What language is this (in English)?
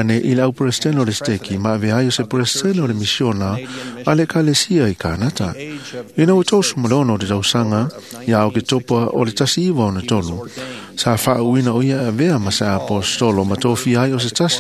Samoan